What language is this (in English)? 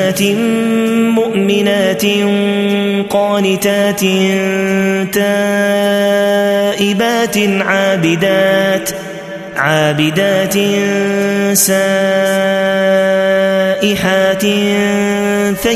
Arabic